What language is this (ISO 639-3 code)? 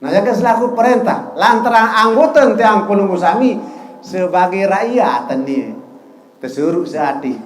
sas